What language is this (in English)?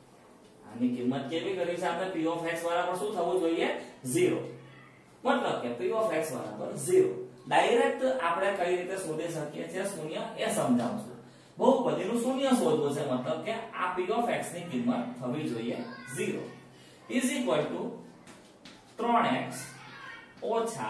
Gujarati